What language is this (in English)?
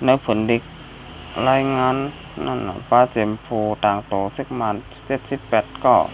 Shan